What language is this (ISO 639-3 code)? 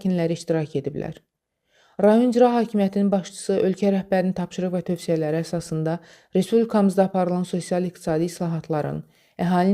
aze